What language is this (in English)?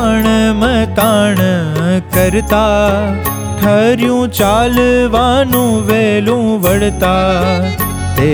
Gujarati